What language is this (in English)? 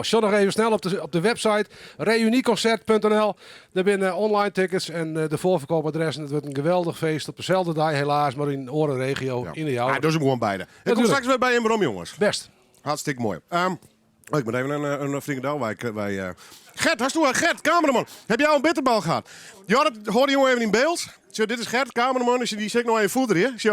Western Frisian